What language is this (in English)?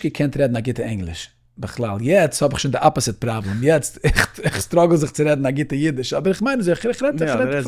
Yiddish